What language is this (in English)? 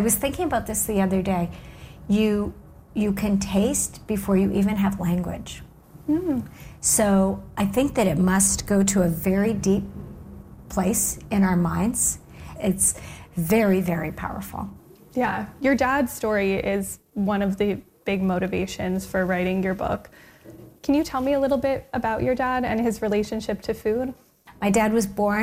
English